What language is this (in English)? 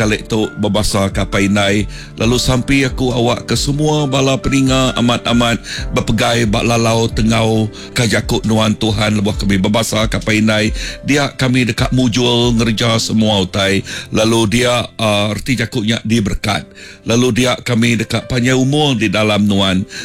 Iban